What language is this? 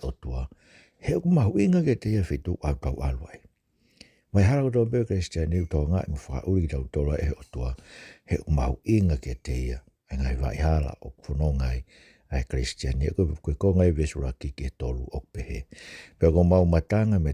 Tongan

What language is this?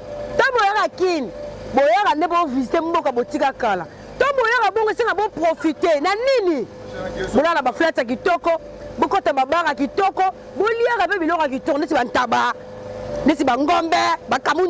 Lingala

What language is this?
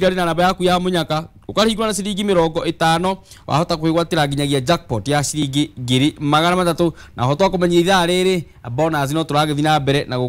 Kikuyu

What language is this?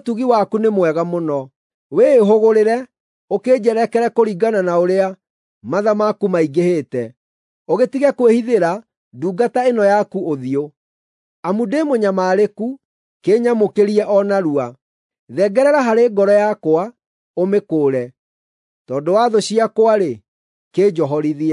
Kikuyu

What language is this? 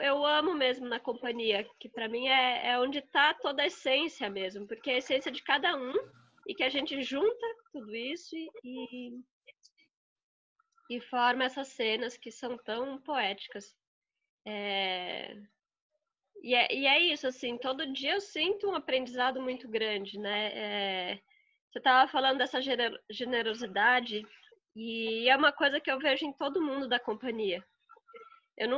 Portuguese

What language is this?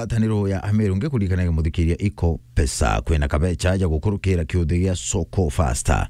Meru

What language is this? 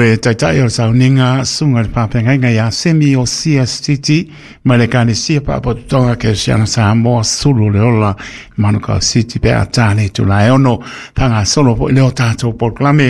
Samoan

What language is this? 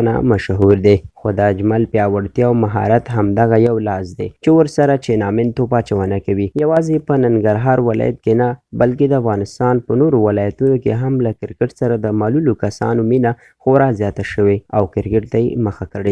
Pashto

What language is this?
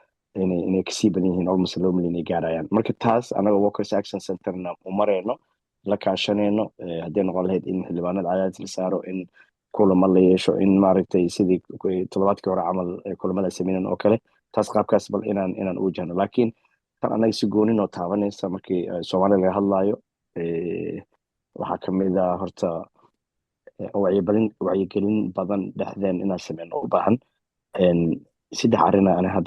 Somali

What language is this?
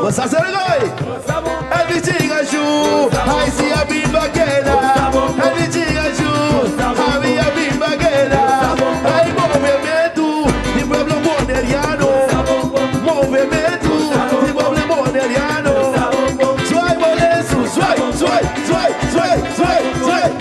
Papiamento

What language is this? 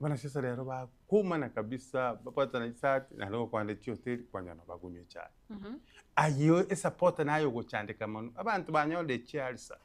Gusii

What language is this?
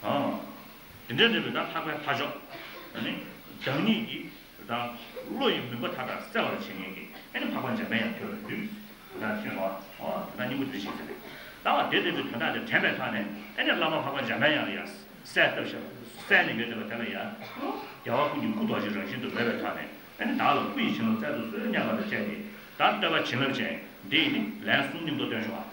Tibetan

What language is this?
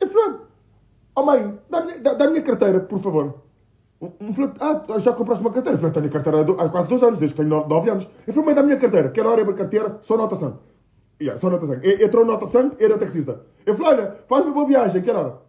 Kabuverdianu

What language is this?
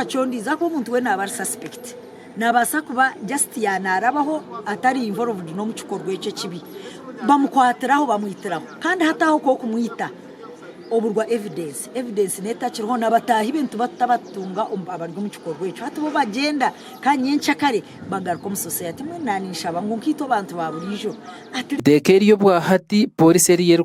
Nyankole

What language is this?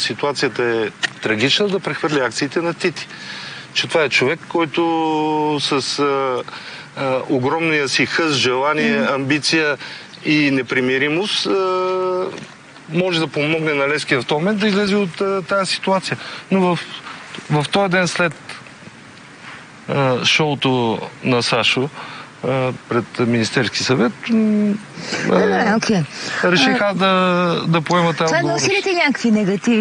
Bulgarian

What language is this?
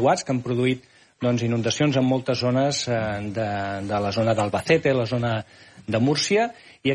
Catalan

